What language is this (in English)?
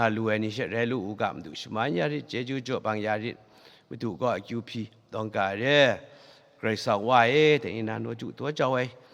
Kachin